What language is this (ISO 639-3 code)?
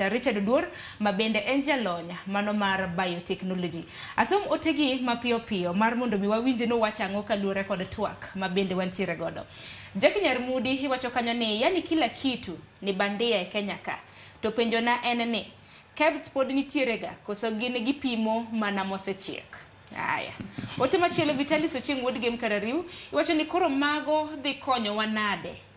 luo